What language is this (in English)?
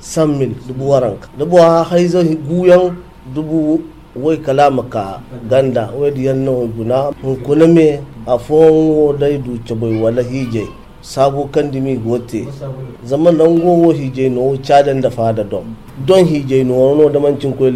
Zarma